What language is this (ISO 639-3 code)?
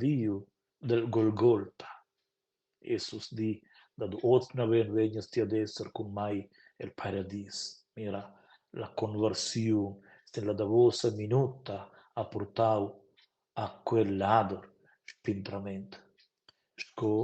roh